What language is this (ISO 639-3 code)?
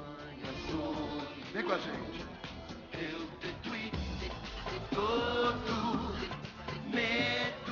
por